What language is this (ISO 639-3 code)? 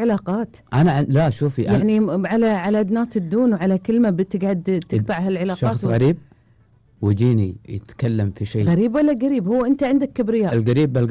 afb